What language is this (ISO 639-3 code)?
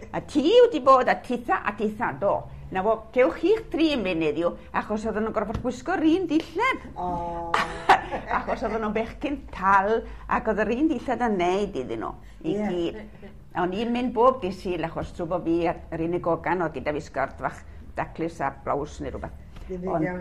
cym